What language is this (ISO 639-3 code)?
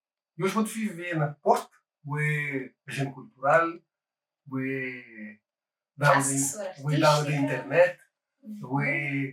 kea